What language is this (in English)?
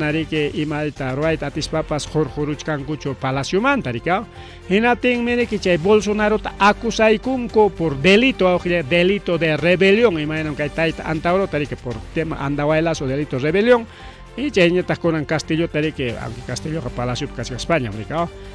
Ayacucho Quechua